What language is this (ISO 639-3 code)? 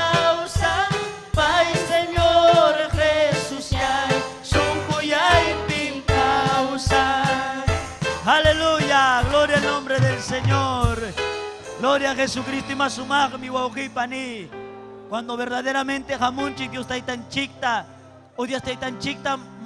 quy